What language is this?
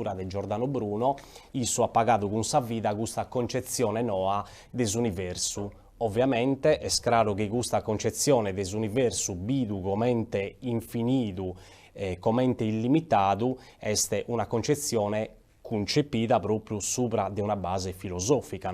Sardinian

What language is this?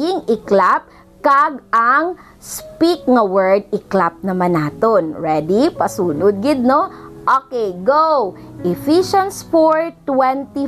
Hiligaynon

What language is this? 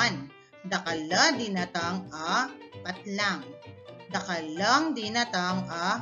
Pampanga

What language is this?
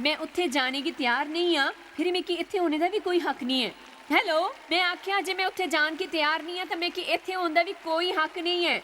Dogri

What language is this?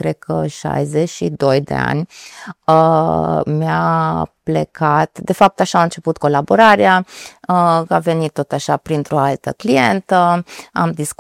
Romanian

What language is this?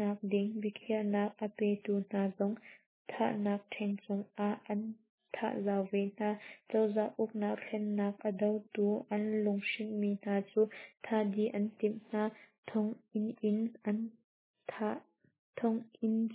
Hakha Chin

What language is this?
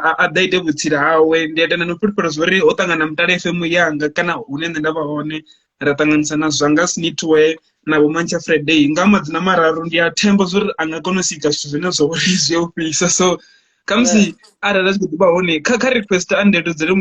Venda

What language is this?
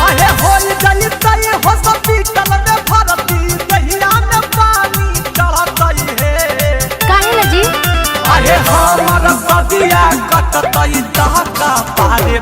Magahi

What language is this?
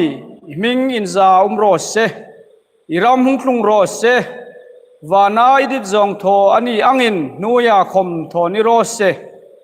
Hmar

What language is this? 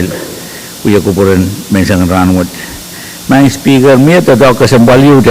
Pohnpeian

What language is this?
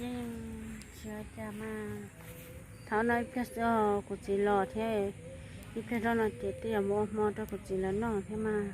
Hmong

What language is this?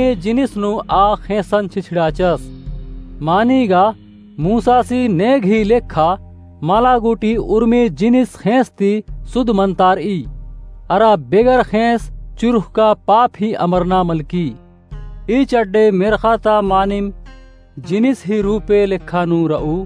Kurukh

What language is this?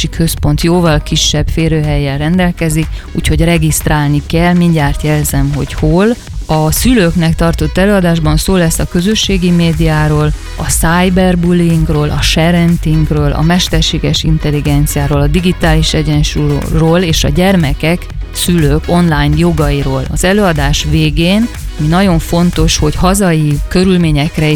Hungarian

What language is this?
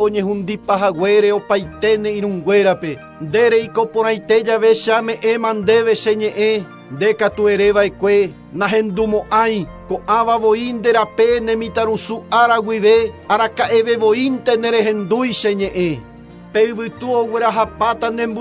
Guarani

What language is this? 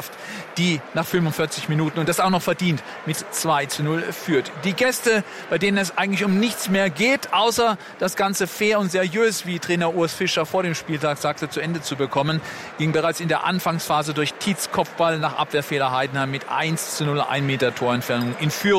German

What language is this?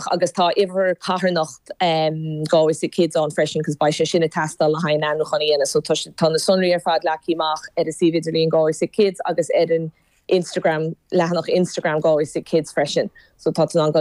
Irish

